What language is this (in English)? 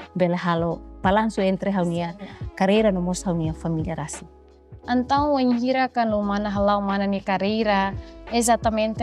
Tetum